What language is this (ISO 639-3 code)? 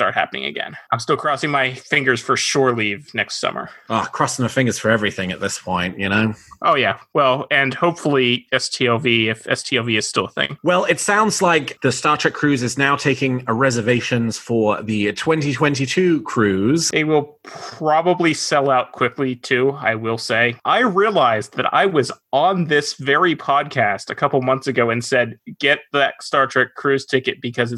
eng